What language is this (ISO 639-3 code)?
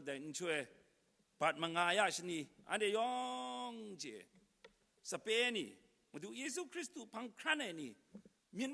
kac